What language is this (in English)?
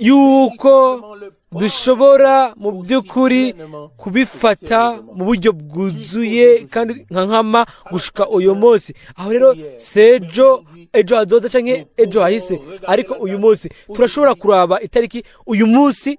Rundi